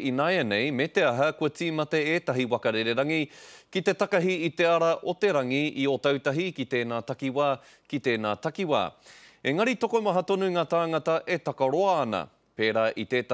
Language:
Māori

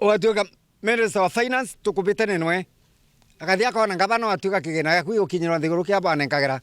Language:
Meru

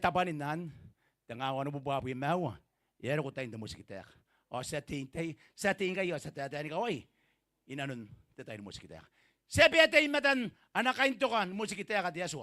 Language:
Gilbertese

